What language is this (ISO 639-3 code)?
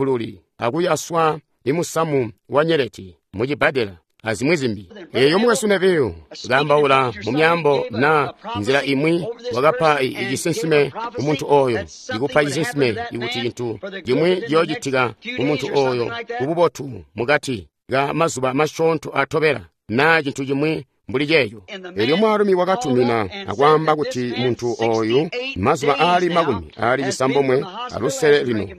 toi